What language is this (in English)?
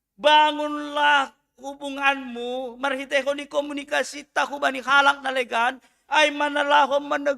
Batak Simalungun